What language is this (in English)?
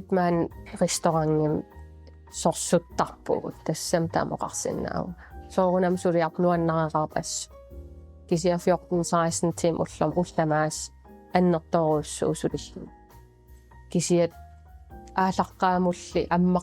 Kalaallisut